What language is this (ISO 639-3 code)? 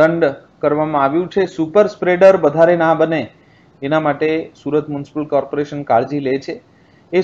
guj